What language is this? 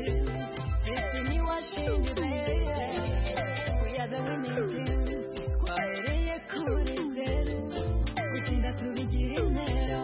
Kinyarwanda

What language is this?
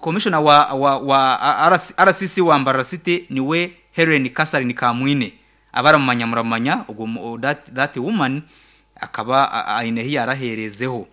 Nyankole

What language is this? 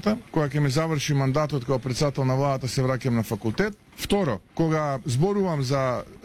Macedonian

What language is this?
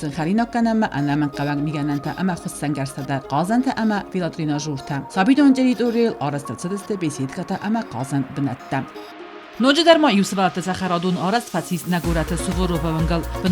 Ossetic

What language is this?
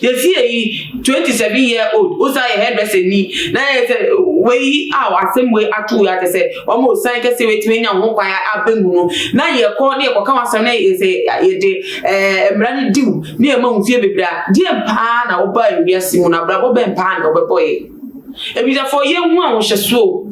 Akan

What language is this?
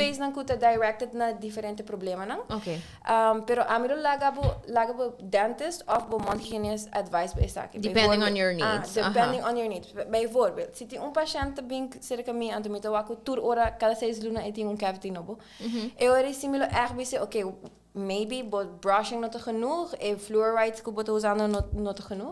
Papiamento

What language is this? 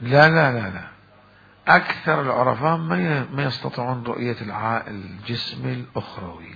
Mesopotamian Arabic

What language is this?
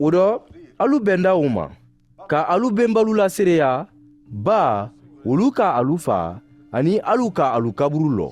Mandingo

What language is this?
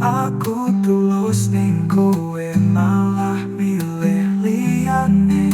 Javanese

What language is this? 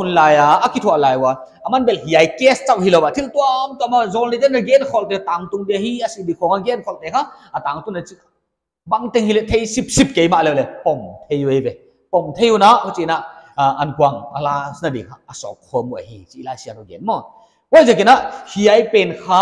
Paite Chin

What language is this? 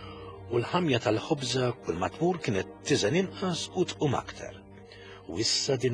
Maltese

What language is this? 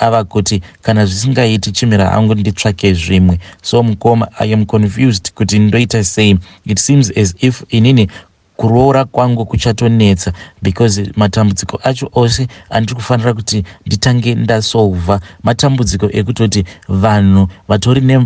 Shona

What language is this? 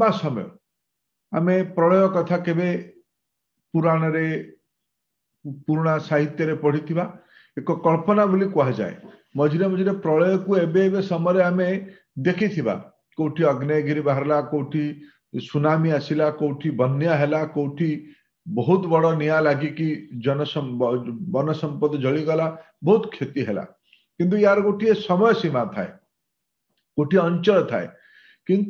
Odia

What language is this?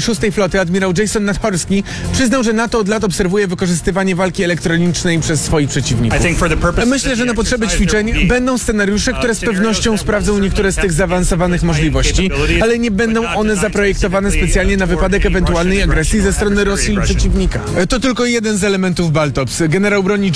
Polish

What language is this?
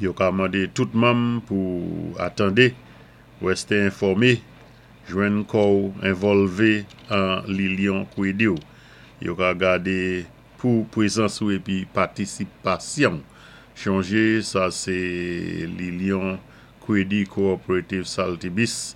Saint Lucian Creole French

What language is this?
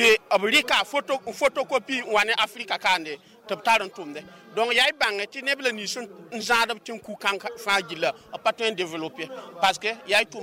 Mossi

